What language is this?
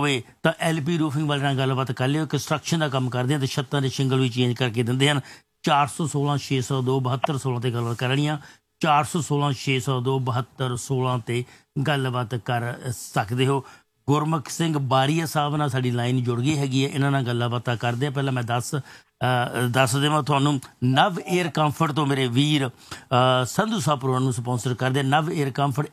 Punjabi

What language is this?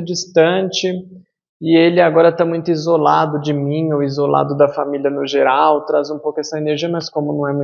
Portuguese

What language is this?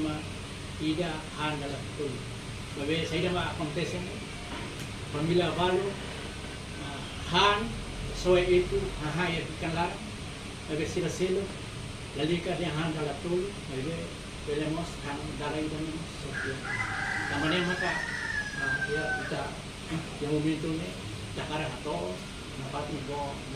Tetum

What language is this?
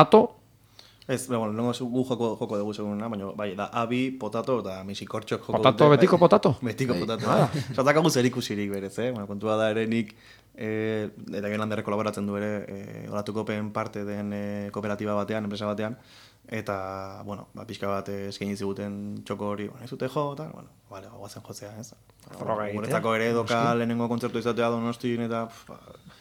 Basque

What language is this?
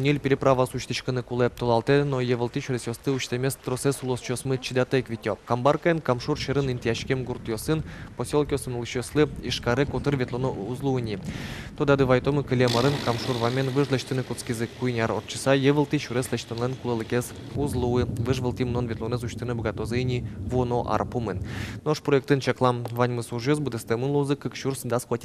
Udmurt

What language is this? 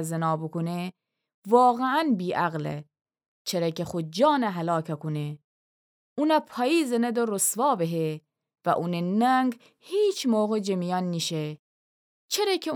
Gilaki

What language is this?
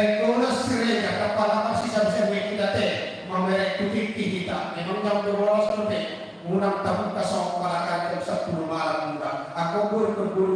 Batak Toba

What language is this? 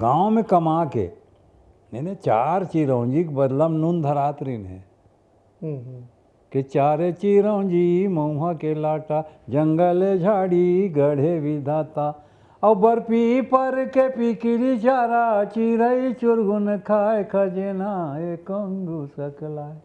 Chhattisgarhi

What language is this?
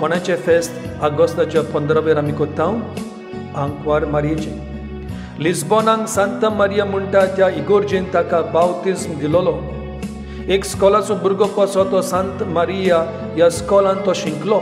Konkani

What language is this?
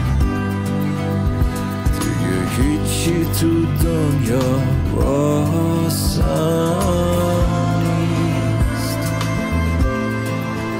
Persian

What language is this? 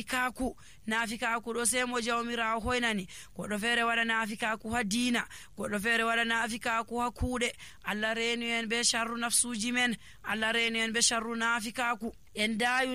Nigerian Fulfulde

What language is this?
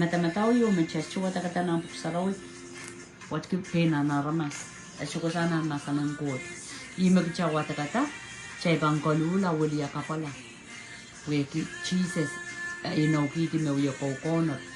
Pohnpeian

